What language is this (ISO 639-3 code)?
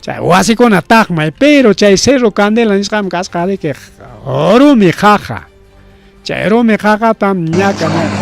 quy